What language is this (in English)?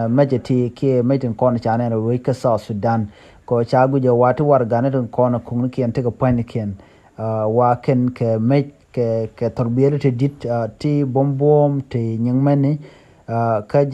Nuer